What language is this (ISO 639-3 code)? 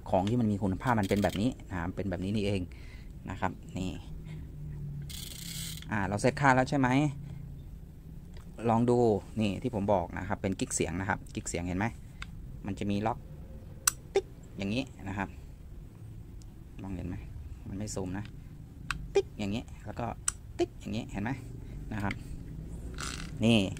tha